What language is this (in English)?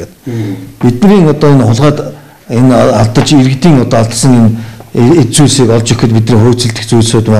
Mongolian